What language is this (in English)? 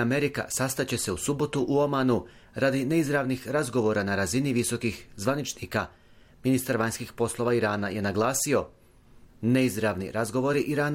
Bosnian